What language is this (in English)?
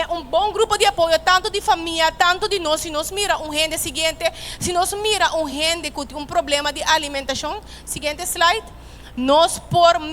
Papiamento